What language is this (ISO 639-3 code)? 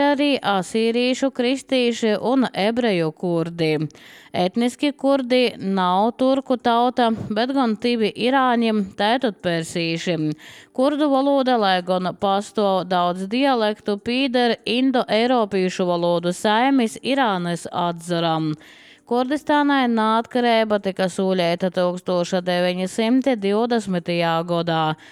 lav